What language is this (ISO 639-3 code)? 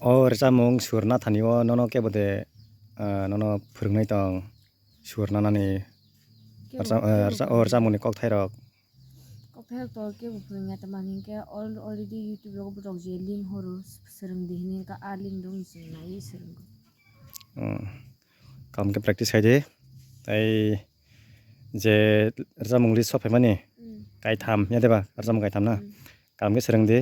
trp